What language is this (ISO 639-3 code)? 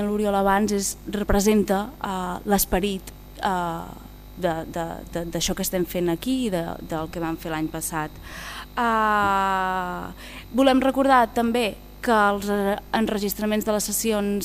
cat